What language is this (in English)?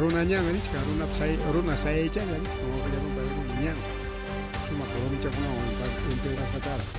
Ayacucho Quechua